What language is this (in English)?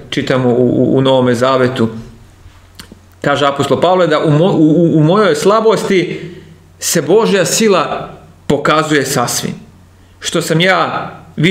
Serbian